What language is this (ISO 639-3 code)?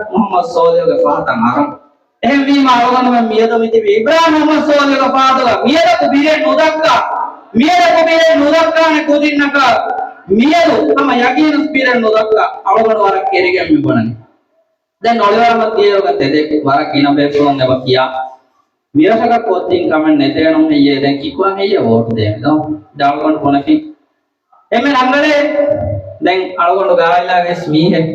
div